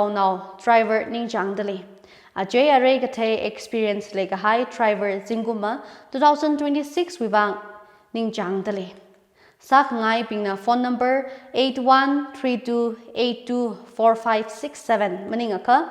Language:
Tangkhul Naga (India)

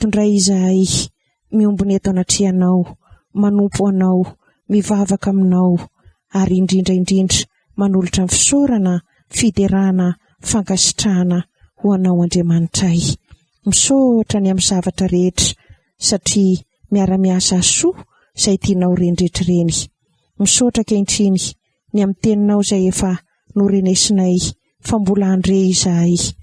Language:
Malagasy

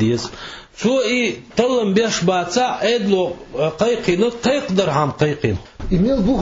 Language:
Chechen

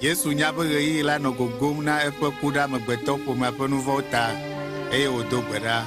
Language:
Ewe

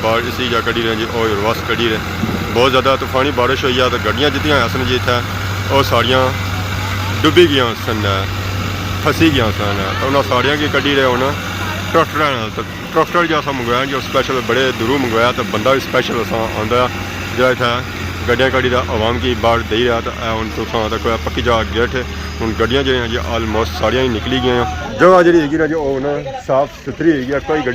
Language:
Pahari-Potwari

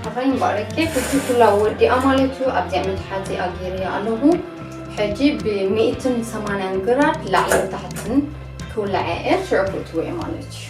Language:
Tigrinya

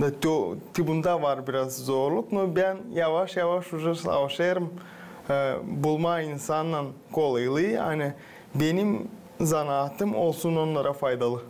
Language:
Gagauz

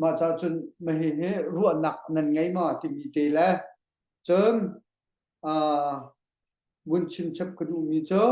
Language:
Hakha Chin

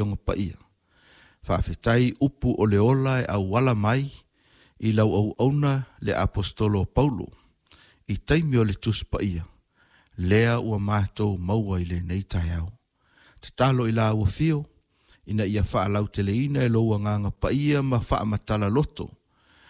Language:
Samoan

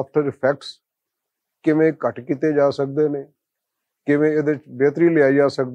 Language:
Western Panjabi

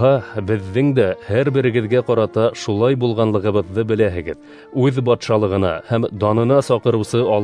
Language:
Bashkir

